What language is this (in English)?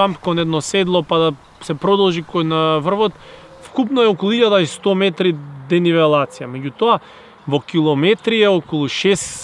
Macedonian